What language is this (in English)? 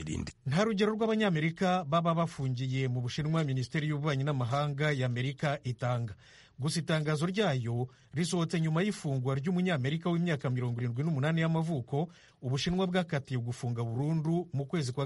Kinyarwanda